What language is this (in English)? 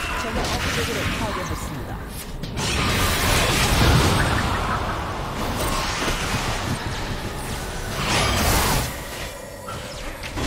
Korean